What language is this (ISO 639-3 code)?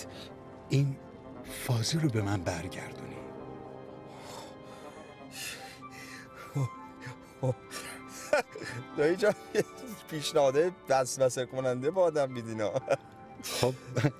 fas